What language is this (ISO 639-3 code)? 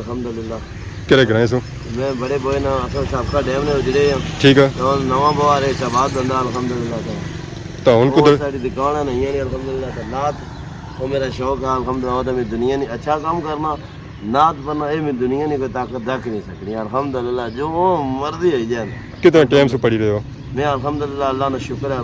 phr